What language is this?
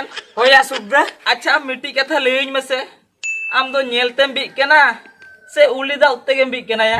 Santali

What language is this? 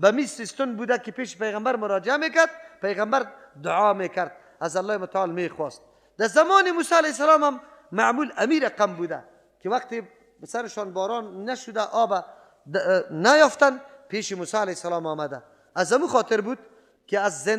Persian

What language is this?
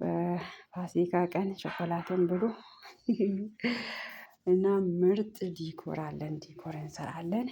Amharic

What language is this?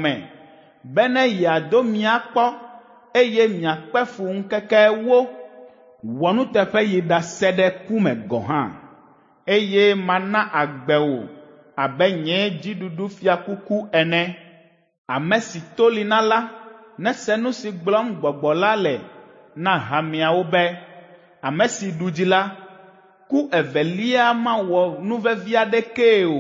Ewe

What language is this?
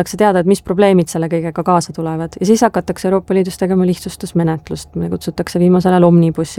Estonian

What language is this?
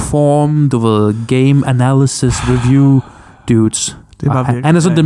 Danish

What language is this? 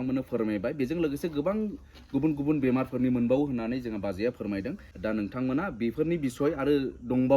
Bodo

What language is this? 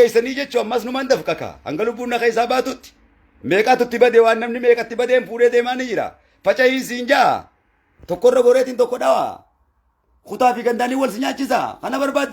Oromo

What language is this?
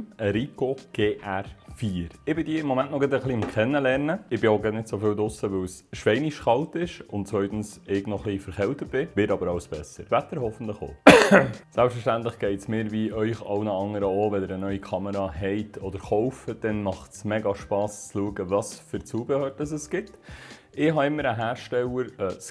Swiss German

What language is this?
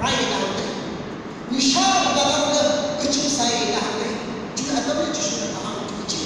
Tangkhul Naga (India)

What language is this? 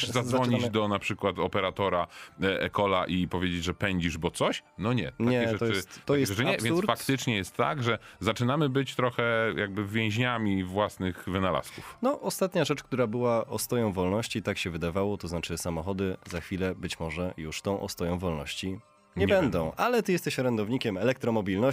Polish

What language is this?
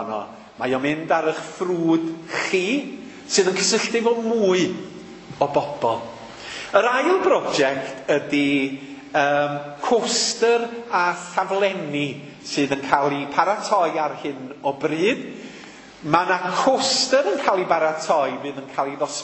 Welsh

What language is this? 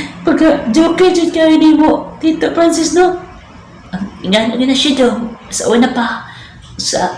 Cebuano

